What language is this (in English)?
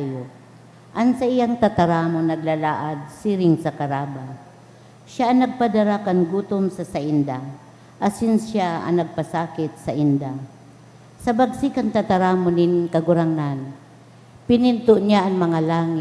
Bikol